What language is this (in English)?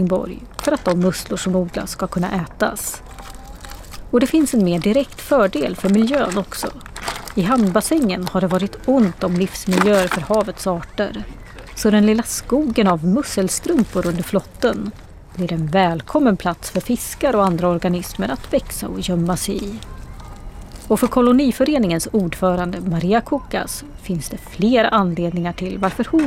Swedish